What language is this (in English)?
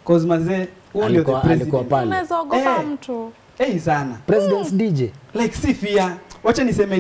Swahili